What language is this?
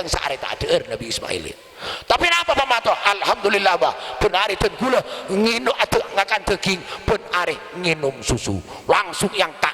Madurese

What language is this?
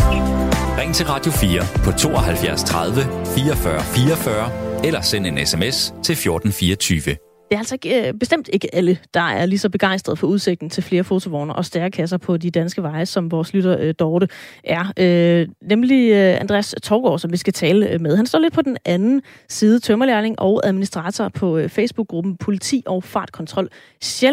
Danish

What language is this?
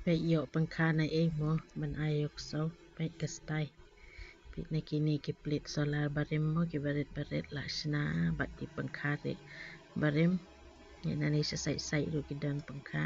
Khasi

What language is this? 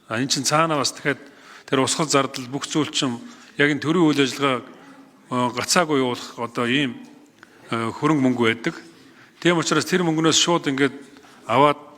Mongolian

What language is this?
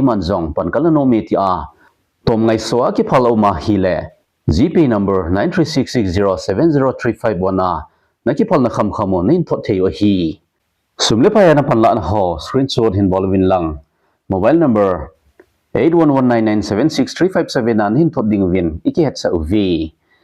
Thado Chin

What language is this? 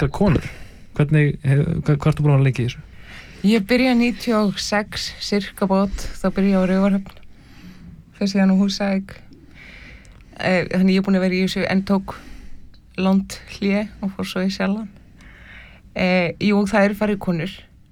Icelandic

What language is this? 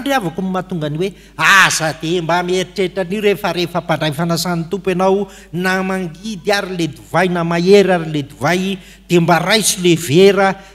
Malagasy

